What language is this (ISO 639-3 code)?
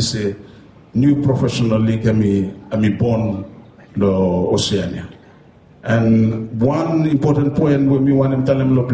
bis